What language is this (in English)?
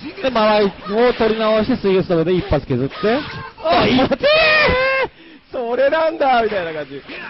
Japanese